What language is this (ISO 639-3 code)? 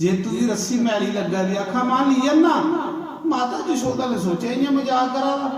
doi